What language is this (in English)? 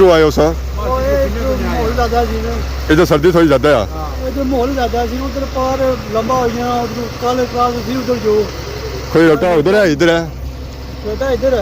Pahari-Potwari